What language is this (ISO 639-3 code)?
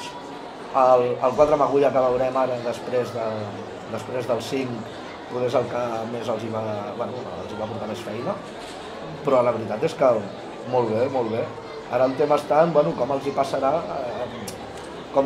cat